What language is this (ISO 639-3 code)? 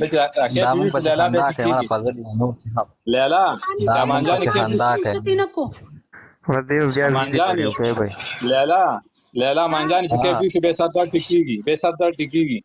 pus